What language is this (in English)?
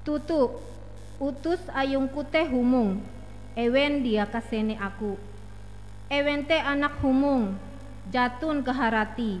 Ngaju